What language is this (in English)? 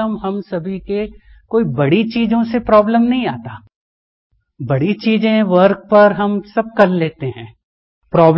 Hindi